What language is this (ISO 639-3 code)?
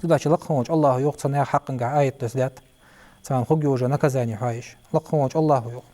inh